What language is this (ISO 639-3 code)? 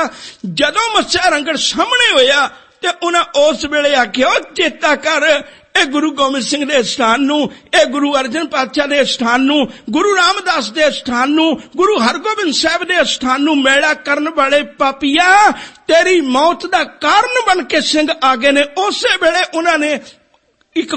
pan